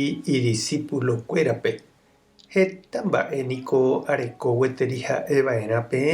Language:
Guarani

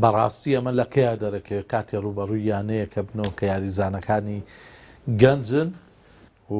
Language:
Central Kurdish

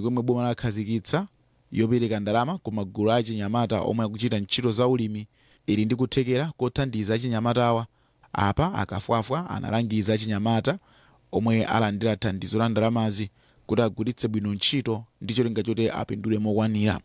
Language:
Nyanja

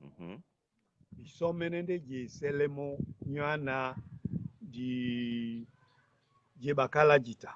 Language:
Duala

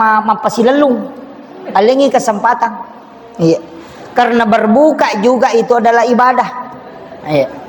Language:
Buginese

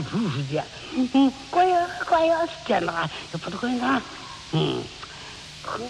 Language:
Japanese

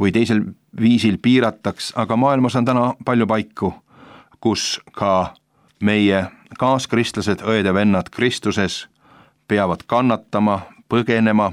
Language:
Estonian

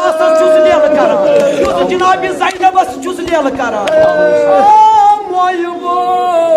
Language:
Kashmiri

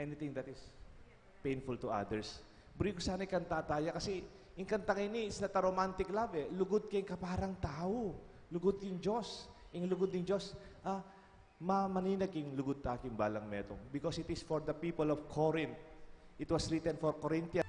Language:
Pampanga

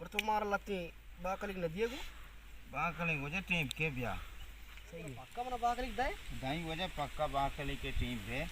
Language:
Baluchi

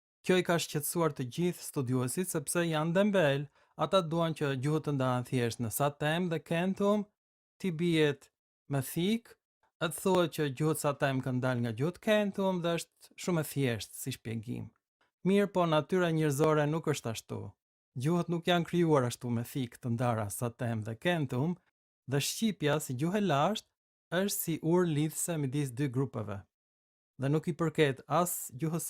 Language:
Albanian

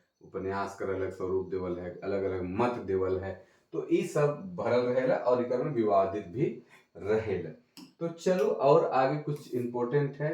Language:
Sadri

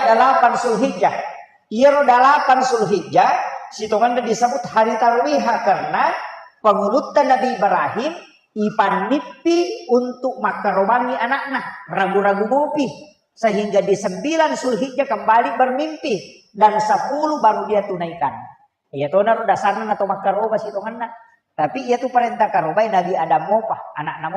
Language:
Buginese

